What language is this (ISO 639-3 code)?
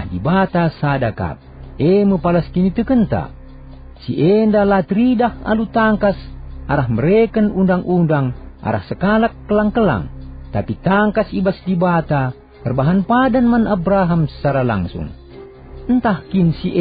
btx